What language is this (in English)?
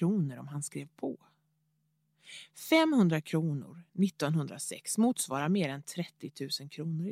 Swedish